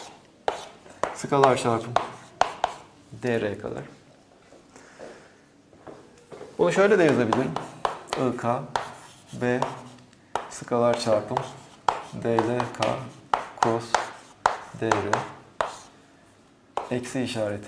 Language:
Turkish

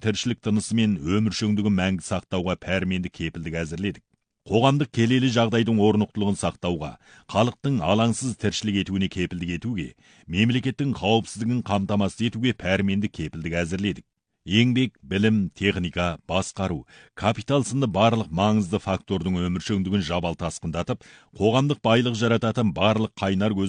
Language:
Kazakh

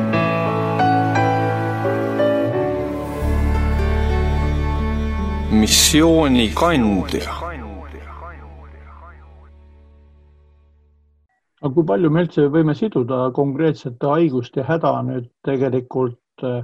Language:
Estonian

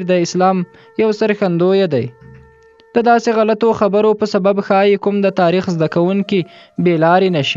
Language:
Pashto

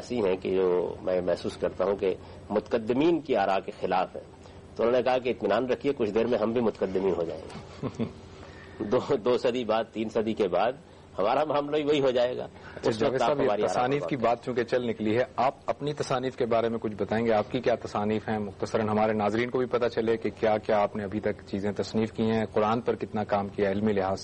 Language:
Urdu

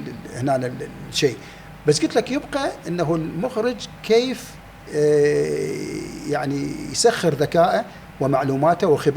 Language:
Mesopotamian Arabic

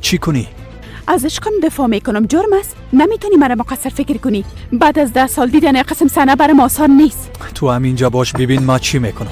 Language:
Persian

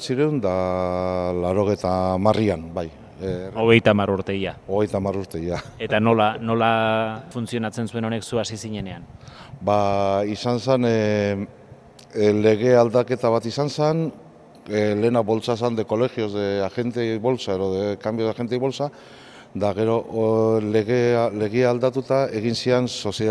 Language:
Basque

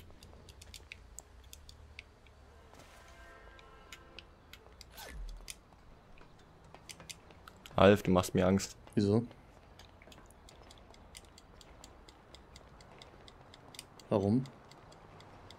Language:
German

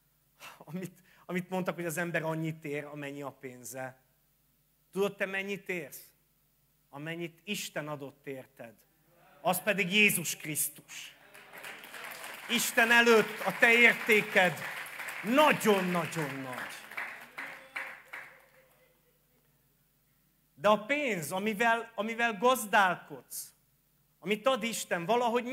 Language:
Hungarian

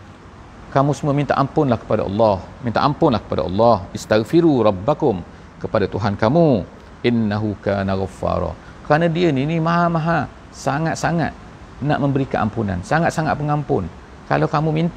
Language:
Malay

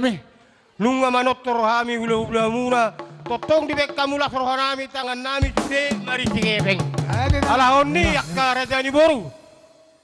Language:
Batak Toba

